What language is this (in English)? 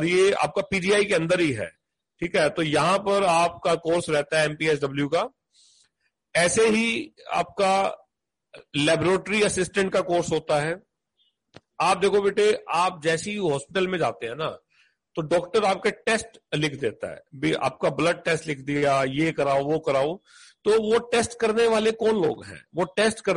Hindi